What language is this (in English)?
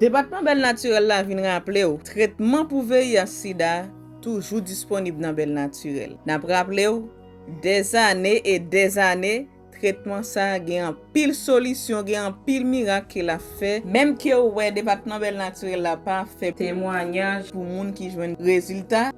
Haitian Creole